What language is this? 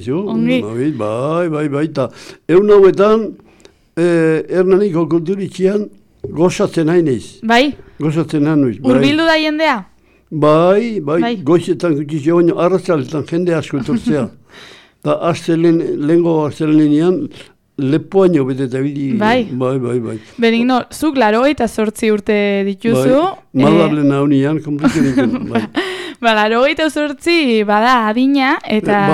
Basque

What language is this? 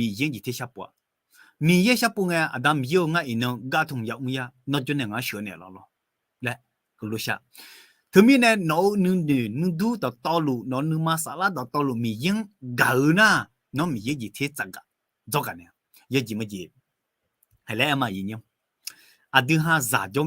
Akha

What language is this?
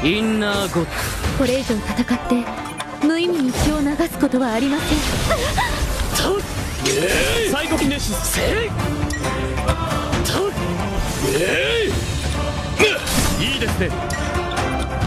Japanese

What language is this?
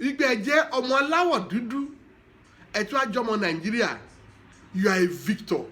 Yoruba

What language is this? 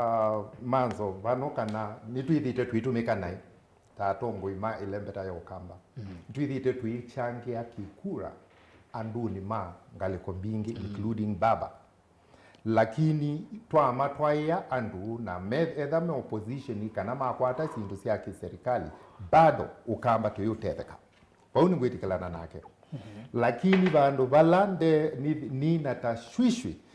Kamba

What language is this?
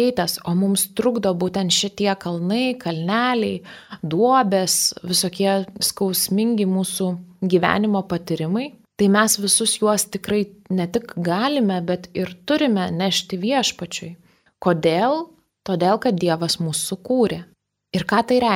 Lithuanian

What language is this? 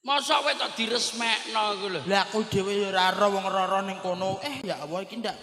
Javanese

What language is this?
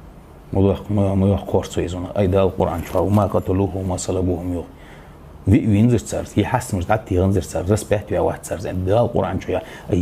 Ingush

